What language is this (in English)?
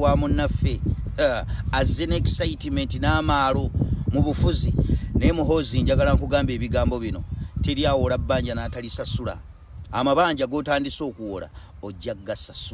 Ganda